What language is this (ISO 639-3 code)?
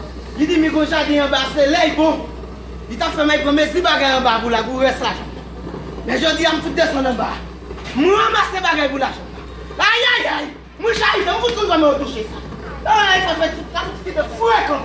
hat